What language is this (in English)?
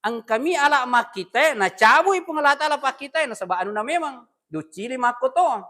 Buginese